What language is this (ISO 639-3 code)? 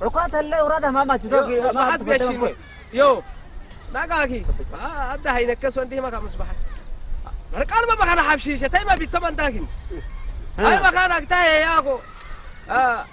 ssy